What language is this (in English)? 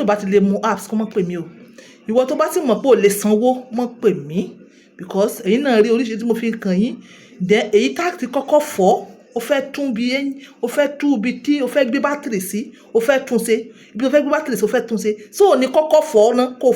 Yoruba